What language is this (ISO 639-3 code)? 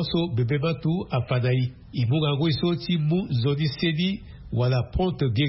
sag